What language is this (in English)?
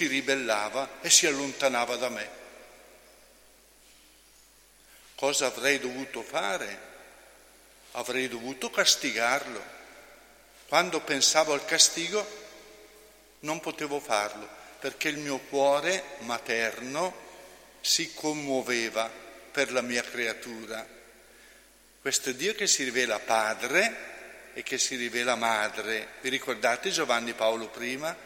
Italian